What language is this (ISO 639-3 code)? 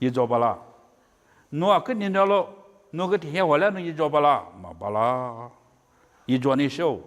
lis